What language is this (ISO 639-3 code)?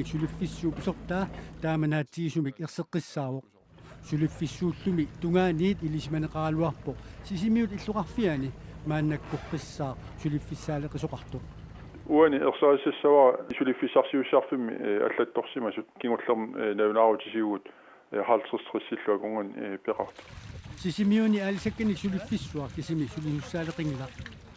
kal